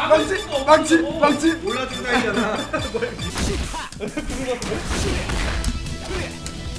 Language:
Korean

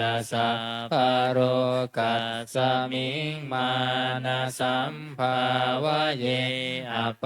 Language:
Pali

